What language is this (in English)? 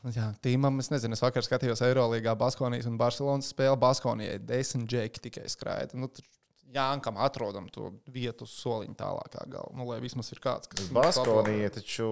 Latvian